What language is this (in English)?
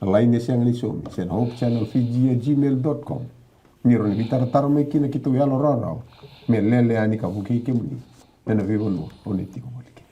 Fijian